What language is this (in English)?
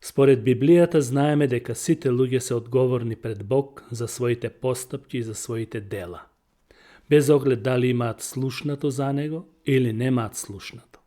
Macedonian